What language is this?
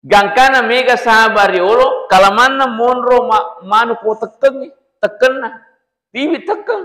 Buginese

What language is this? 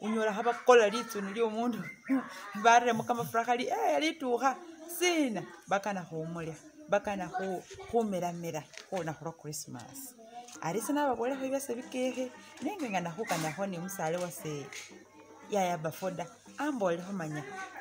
Masaaba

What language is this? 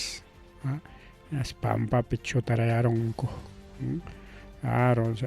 Ayacucho Quechua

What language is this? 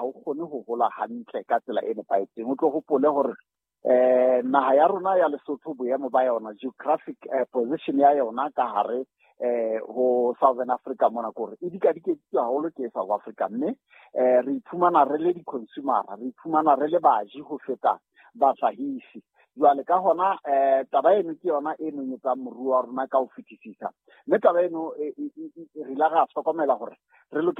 Southern Sotho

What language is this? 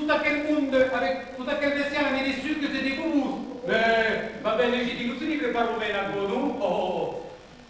Occitan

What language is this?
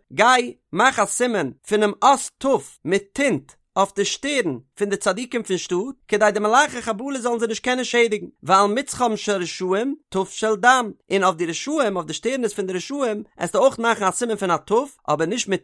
Yiddish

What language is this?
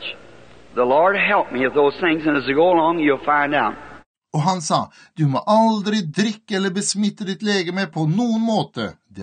Norwegian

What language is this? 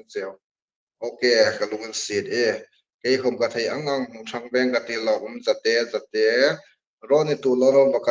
Hmar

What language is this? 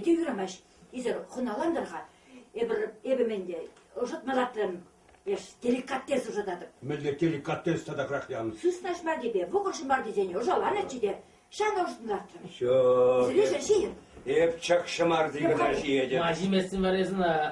Chuvash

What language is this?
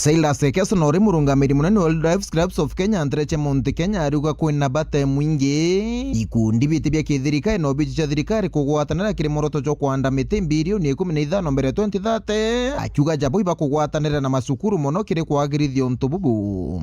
Meru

